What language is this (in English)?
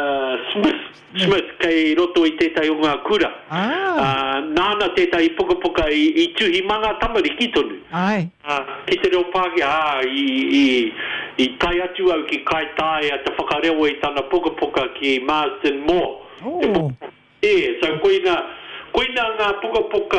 Māori